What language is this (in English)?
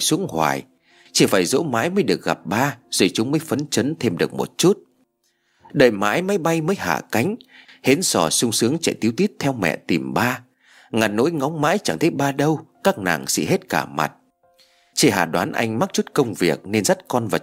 Vietnamese